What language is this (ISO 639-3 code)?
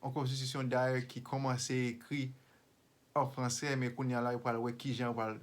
hat